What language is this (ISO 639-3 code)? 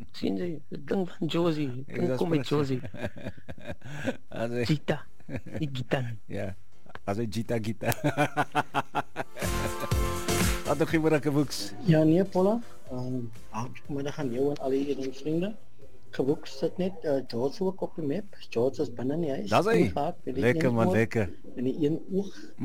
afr